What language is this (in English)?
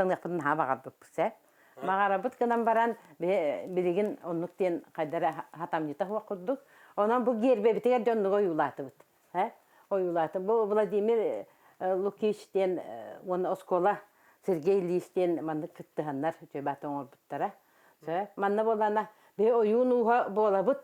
Yakut